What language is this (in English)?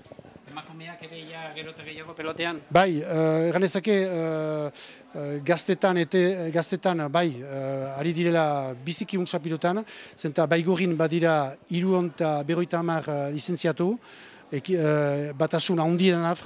Basque